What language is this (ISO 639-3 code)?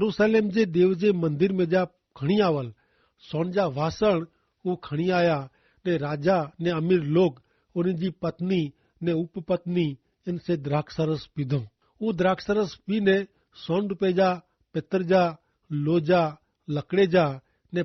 kfr